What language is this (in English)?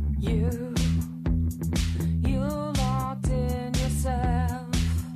French